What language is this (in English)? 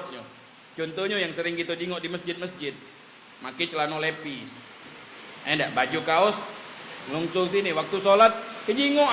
Musi